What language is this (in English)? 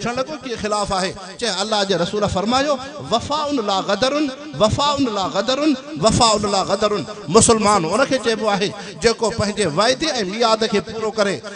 Sindhi